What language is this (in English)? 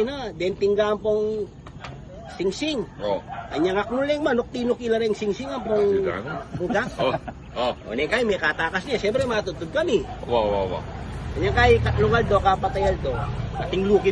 Pampanga